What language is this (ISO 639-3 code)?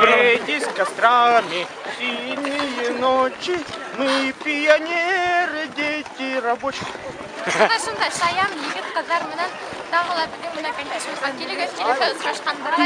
bak